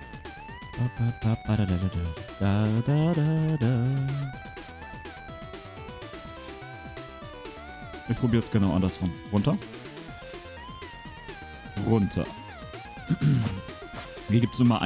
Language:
German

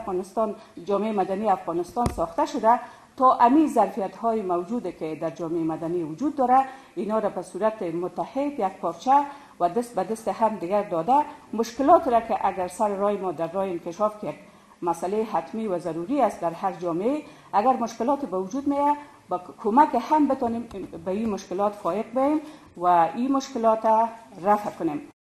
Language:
Persian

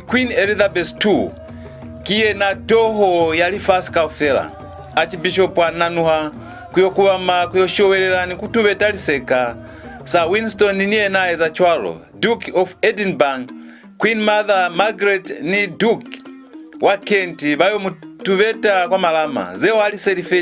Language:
Lozi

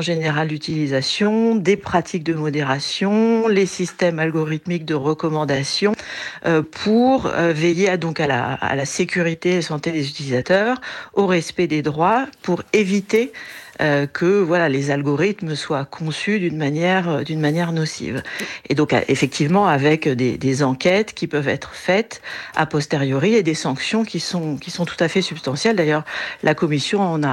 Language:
French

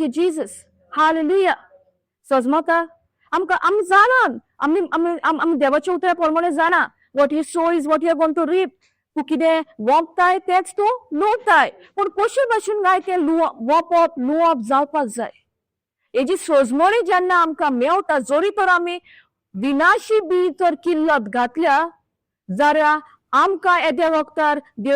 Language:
Konkani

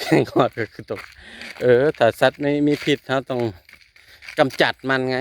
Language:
Northeastern Thai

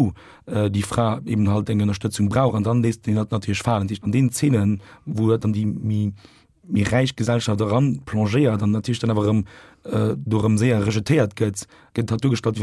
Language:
Luxembourgish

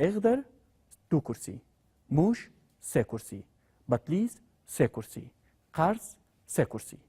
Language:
Central Kurdish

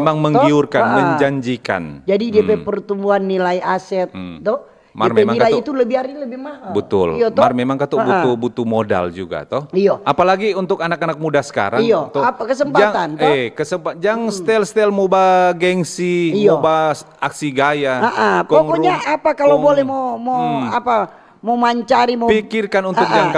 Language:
Manado Malay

